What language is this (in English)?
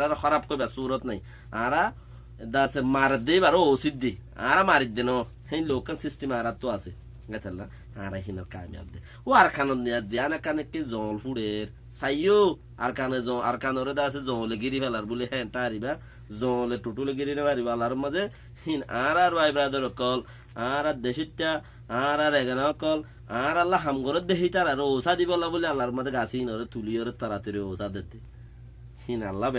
Rohingya